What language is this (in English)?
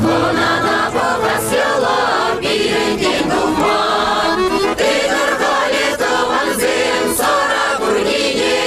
Chuvash